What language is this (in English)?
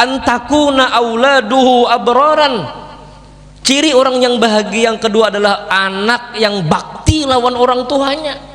Banjar